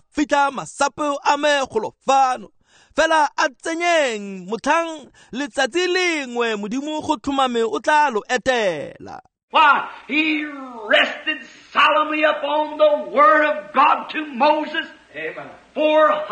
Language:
Tswana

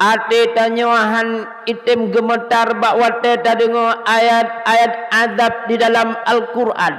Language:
Achinese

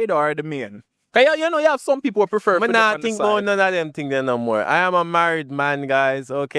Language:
Jamaican Creole English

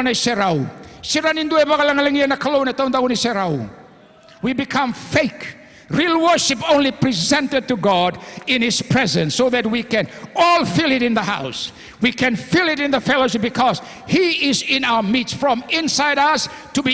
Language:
Fijian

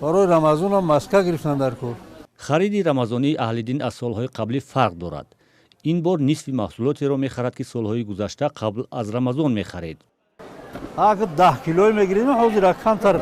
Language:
Tajik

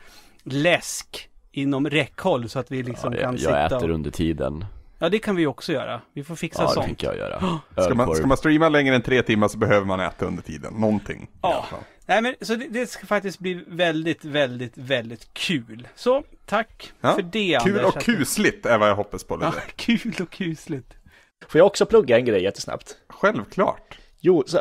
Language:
Swedish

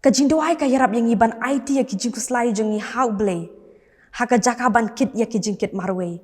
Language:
Khasi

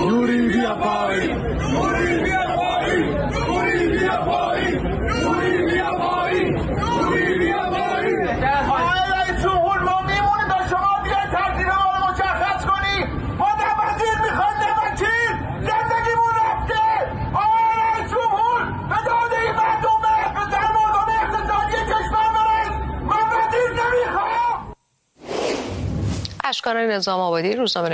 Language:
Persian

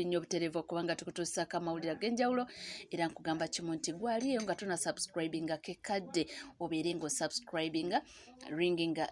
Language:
Ganda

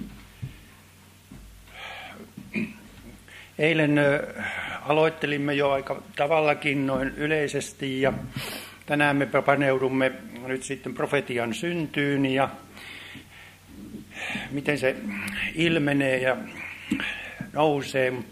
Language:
Finnish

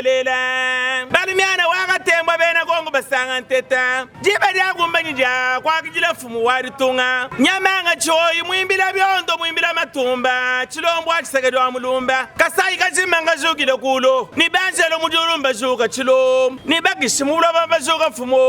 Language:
Luba-Lulua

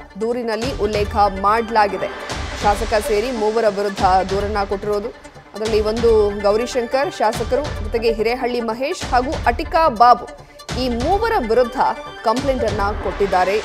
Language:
Kannada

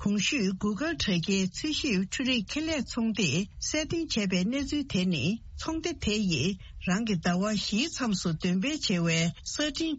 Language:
Tibetan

